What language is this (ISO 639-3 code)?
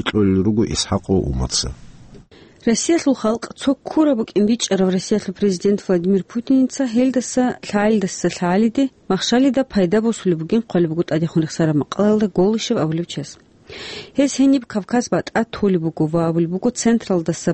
ava